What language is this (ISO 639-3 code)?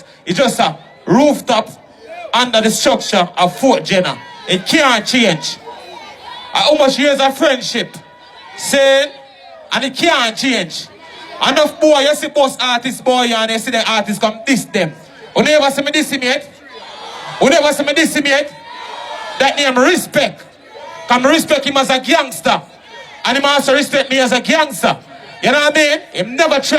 jam